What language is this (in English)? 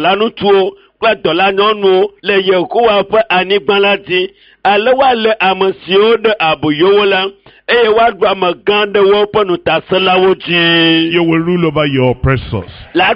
Ewe